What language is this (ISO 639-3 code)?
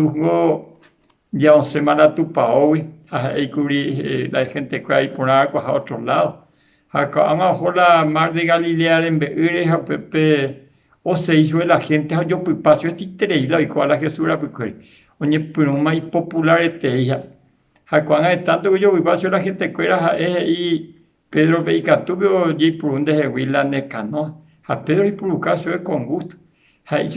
grn